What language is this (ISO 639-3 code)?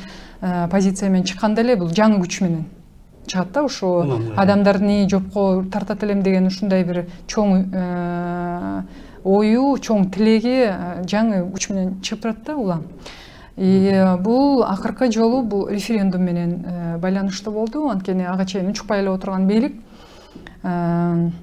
kir